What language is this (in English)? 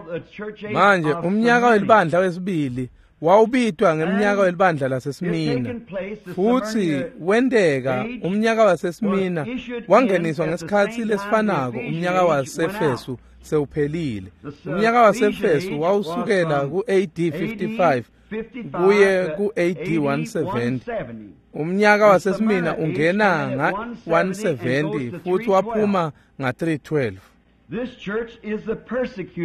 Swati